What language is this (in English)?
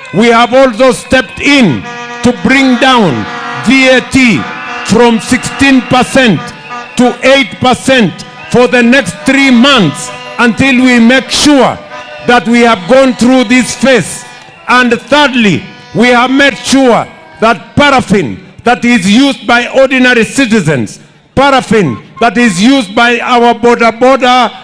Gusii